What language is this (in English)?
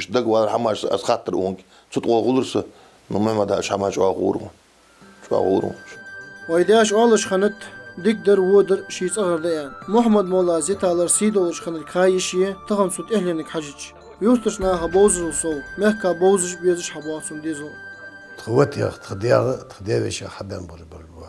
Ingush